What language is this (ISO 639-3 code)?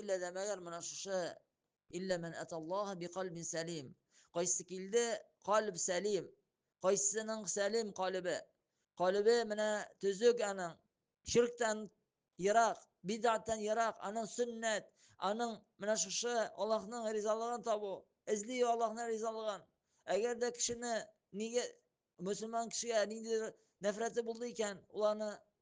tat